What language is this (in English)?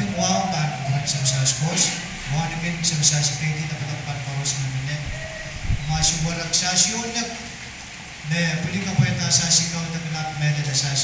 Pohnpeian